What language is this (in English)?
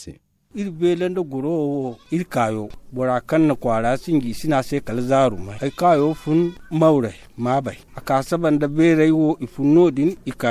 Zarma